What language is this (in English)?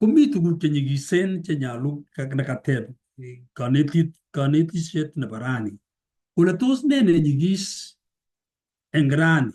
Kalenjin